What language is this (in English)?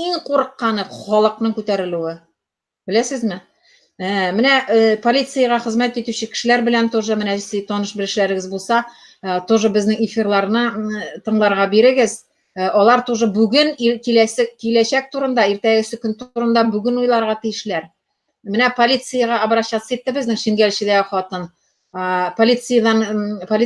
Tatar